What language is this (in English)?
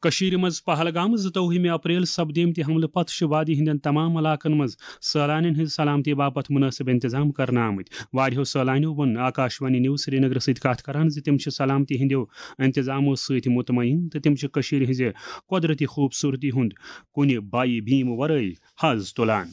Kashmiri